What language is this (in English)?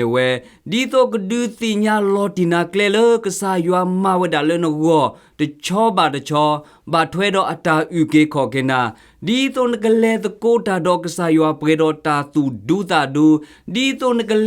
S'gaw Karen